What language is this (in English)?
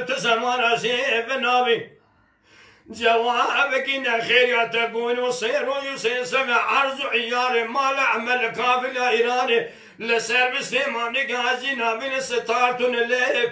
Kurdish